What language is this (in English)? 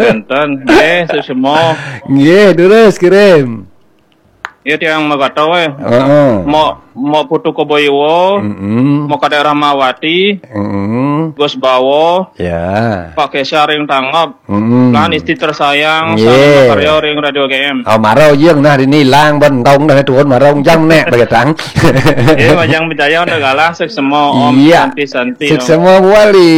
Balinese